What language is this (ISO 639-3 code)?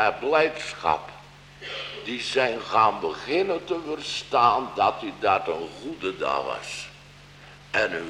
nld